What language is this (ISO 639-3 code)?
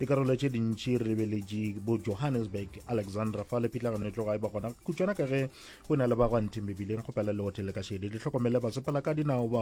nso